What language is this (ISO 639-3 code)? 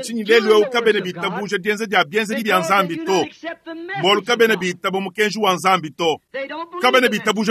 lua